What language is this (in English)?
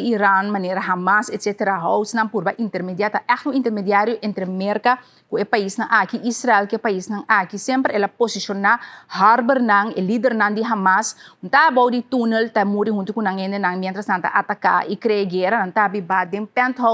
Papiamento